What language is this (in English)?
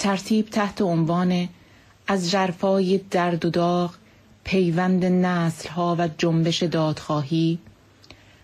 Persian